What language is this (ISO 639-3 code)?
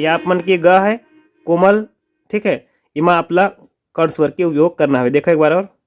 hne